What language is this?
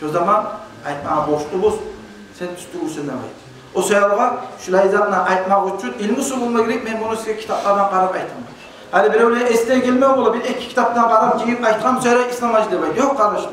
Kumyk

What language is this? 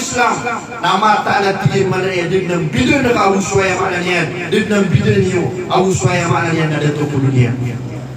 Maranao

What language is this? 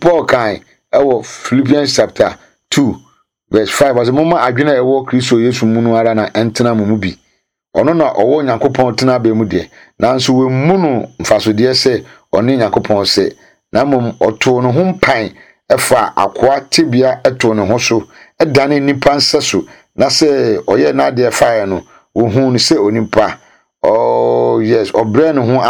Akan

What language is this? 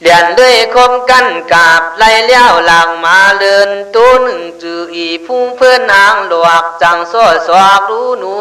Khün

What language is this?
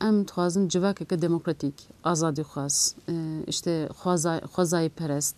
Kurdish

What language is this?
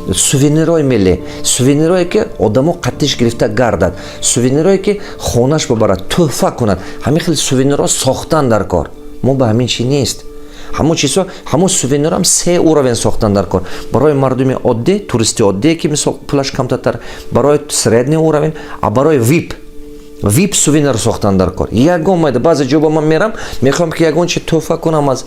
Tajik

